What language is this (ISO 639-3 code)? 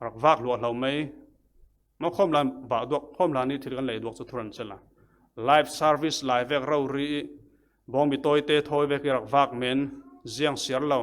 cfm